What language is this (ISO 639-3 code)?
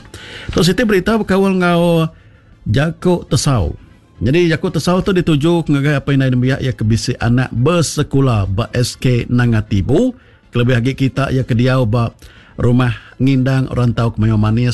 iba